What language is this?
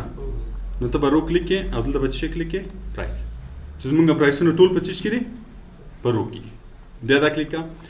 Pashto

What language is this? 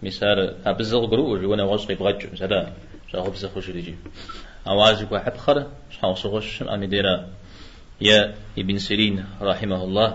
Kabardian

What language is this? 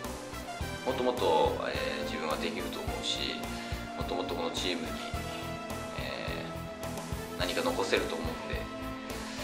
Japanese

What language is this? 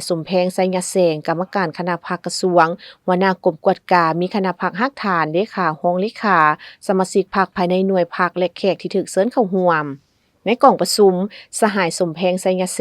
Lao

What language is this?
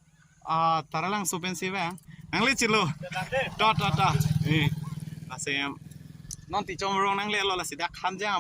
Karbi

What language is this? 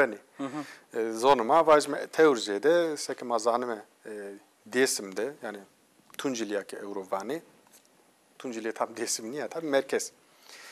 Zaza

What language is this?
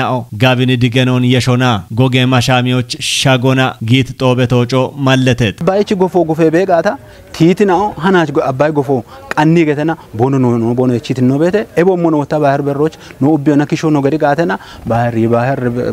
Kafa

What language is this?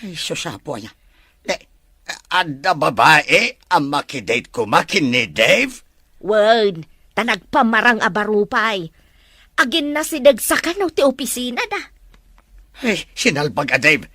Iloko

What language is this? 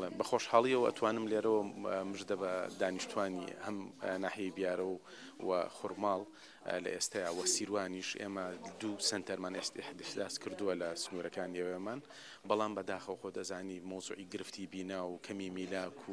Central Kurdish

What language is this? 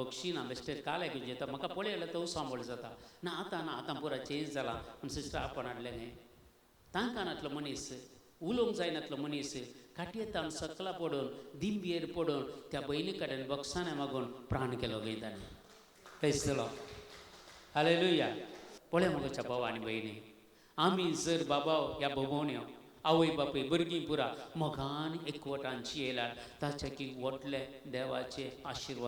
Konkani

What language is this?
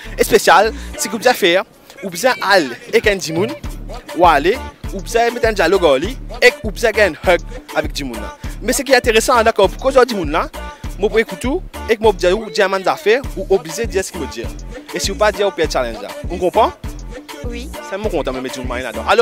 Morisyen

